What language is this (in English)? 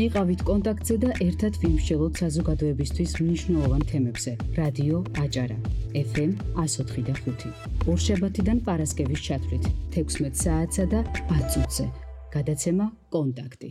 Georgian